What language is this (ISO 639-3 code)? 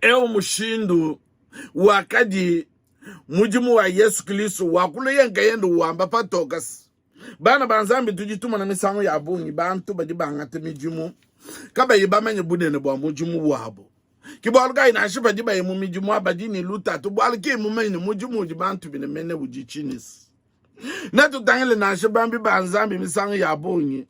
lua